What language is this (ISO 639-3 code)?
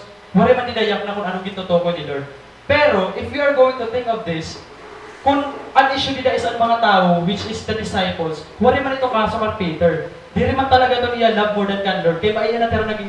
war